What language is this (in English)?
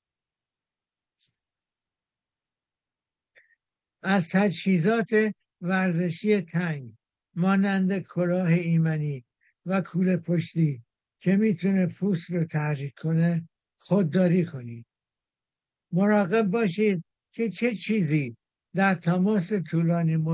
Persian